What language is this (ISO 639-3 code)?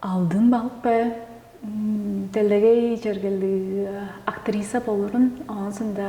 tyv